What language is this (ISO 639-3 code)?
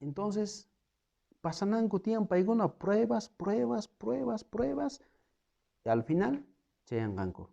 quh